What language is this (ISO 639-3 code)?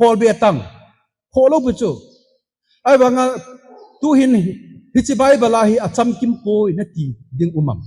tcz